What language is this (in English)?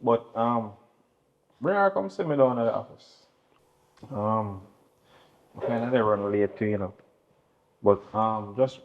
Jamaican Creole English